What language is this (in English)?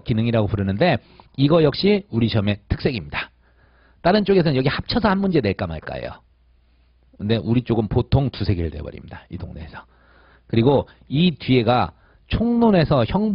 Korean